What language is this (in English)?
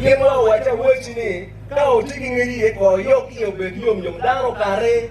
Acoli